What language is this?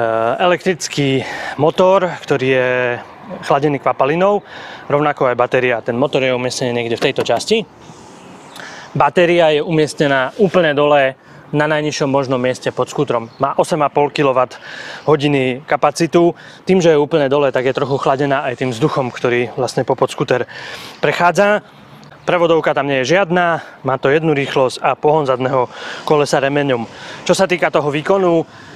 Slovak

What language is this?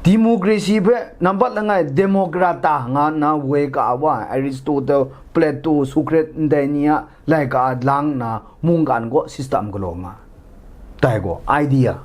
Kachin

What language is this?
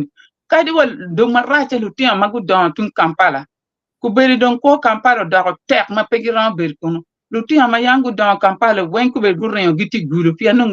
Acoli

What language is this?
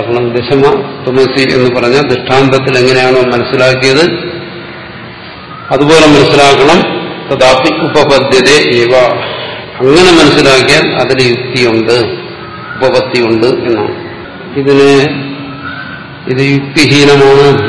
Malayalam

